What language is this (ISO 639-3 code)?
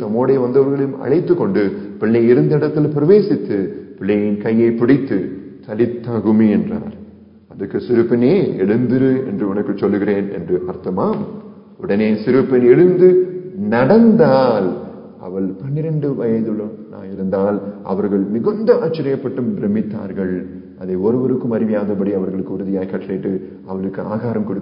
tam